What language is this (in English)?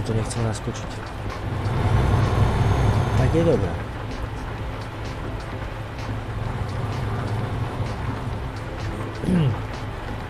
Slovak